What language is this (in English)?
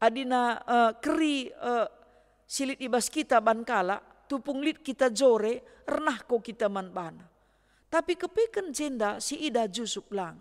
Batak Karo